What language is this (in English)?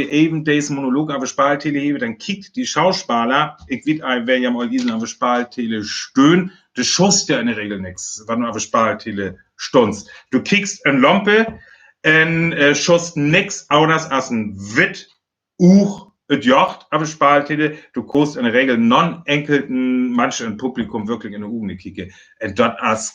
Northern Frisian